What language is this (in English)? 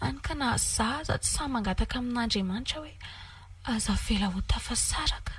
Malagasy